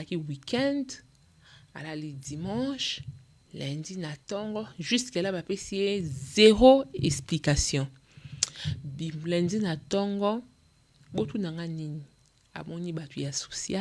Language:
Lingala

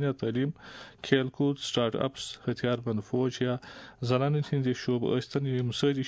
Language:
Kashmiri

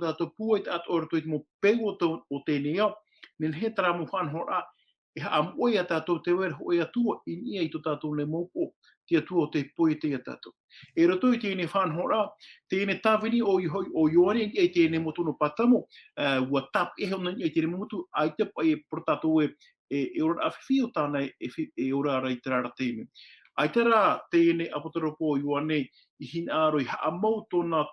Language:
Tahitian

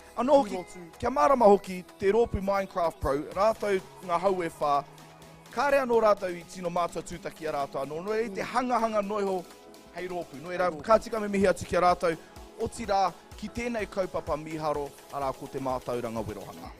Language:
Māori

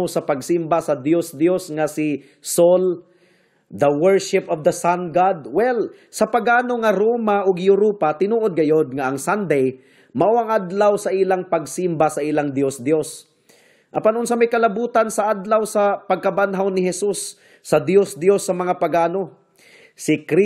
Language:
Cebuano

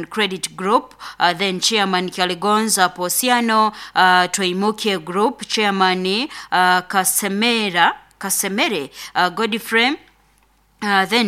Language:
Nyoro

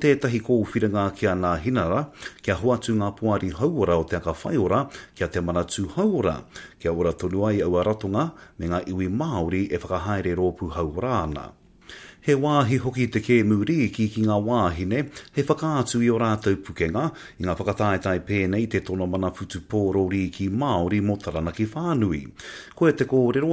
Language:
Māori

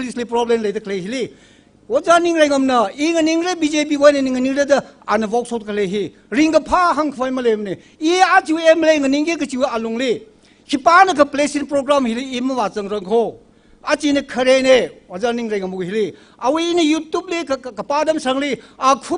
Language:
Tangkhul Naga (India)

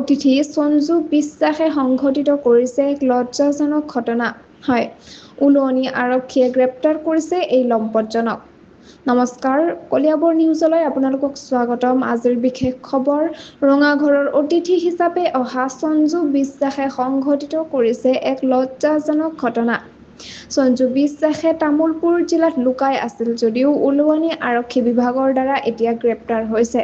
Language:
Assamese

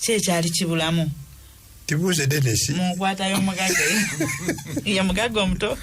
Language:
Ganda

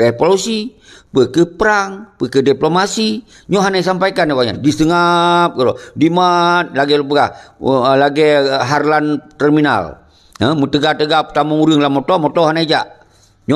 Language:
Achinese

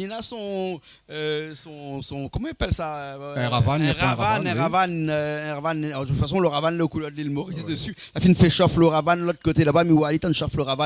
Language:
Réunion Creole French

